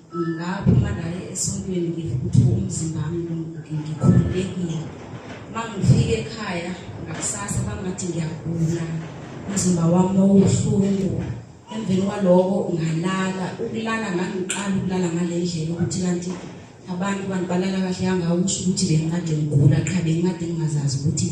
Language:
Zulu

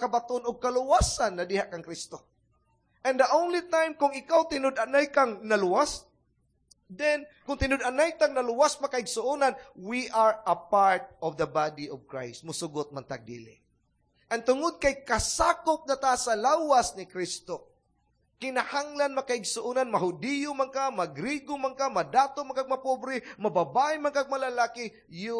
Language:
Cebuano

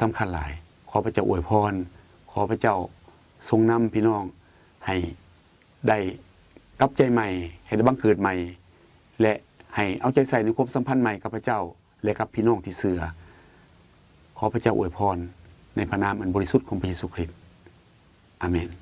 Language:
Lao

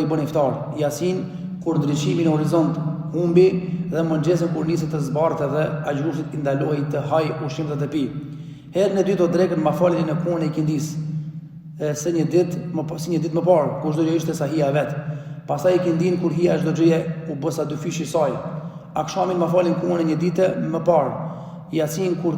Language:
Albanian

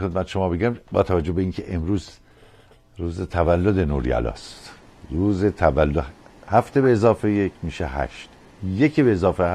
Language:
Persian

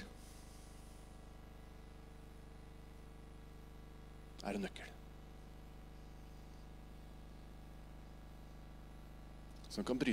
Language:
Norwegian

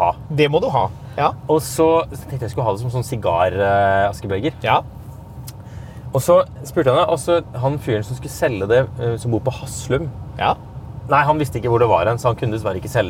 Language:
Norwegian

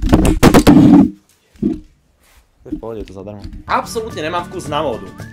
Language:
Slovak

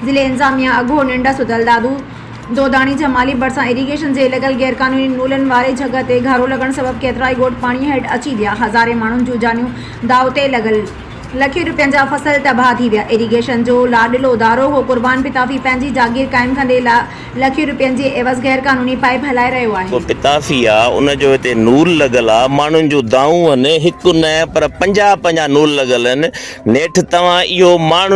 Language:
Sindhi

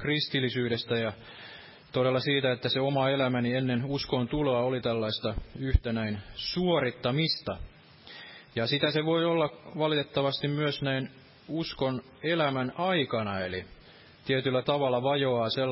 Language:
Finnish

